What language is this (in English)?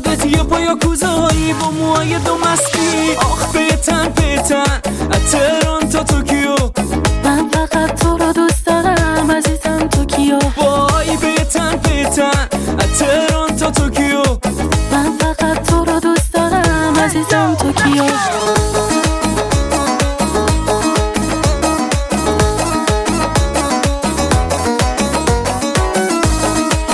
Persian